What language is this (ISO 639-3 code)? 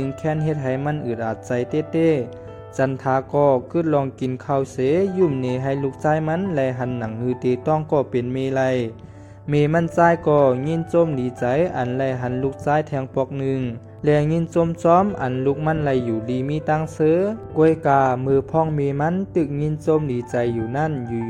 shn